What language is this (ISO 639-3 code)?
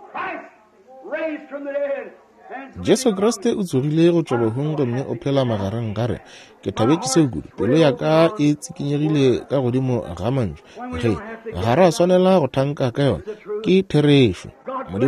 nso